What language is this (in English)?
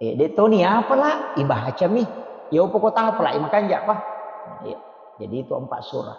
Buginese